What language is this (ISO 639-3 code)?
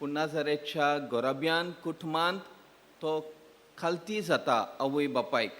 kok